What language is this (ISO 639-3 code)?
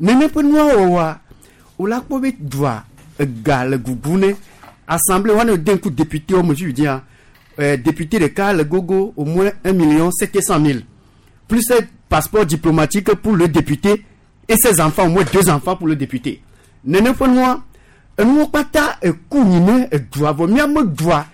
gej